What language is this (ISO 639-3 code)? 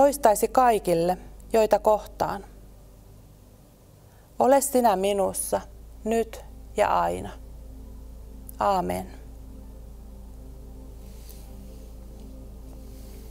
fin